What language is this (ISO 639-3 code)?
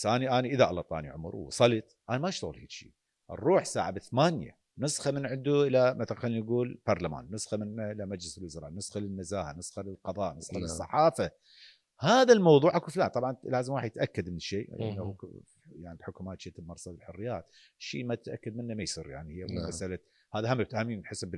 acm